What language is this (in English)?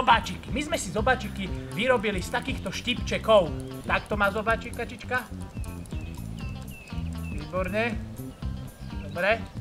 Slovak